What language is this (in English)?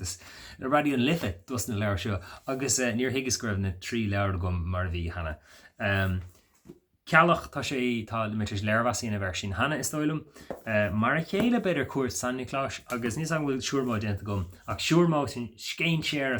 Irish